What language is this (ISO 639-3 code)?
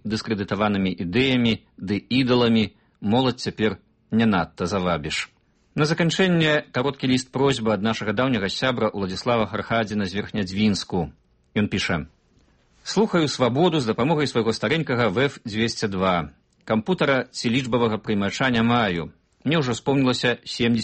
bel